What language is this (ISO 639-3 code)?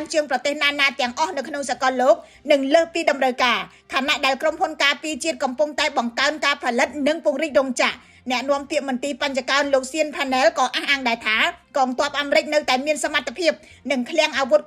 khm